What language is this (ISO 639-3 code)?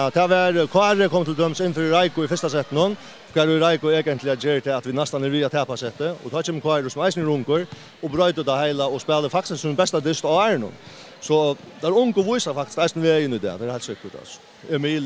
fao